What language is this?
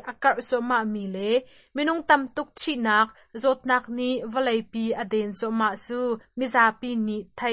Hakha Chin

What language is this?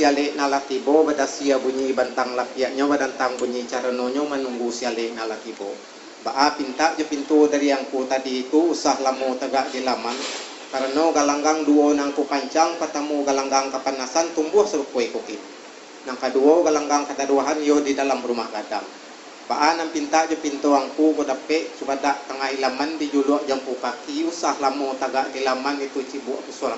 Minangkabau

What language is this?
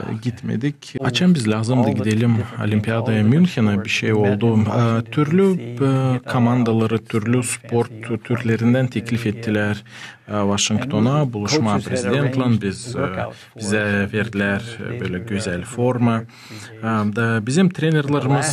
Gagauz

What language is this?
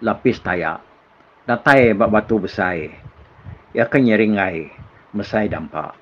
Iban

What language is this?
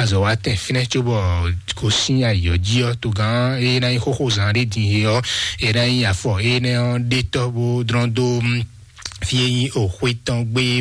Fon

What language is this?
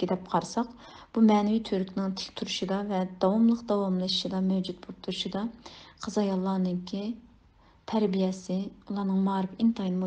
Uyghur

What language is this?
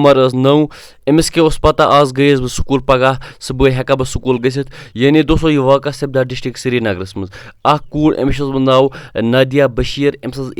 Kashmiri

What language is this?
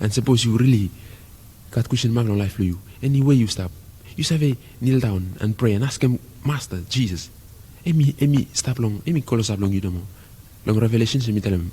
Bislama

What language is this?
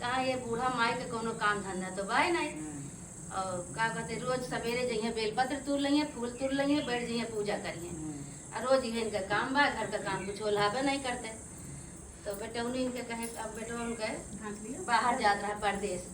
Awadhi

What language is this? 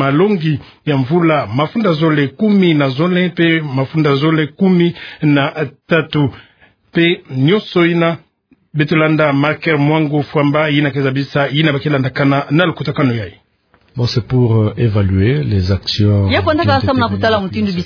Kituba (Democratic Republic of Congo)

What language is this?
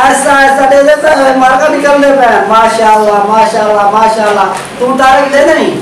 Saraiki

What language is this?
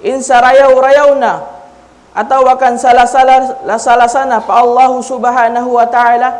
Tausug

